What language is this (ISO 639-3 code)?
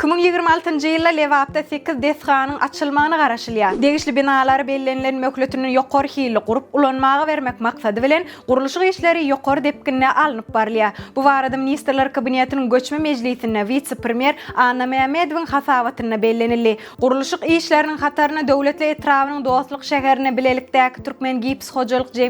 tuk